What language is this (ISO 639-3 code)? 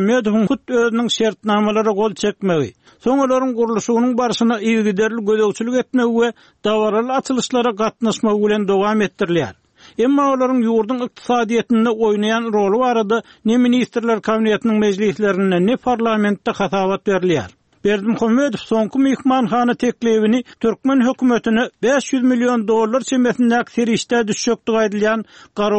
tuk